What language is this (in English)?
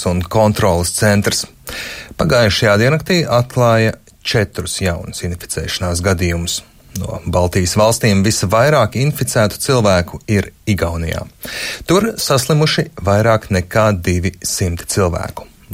Latvian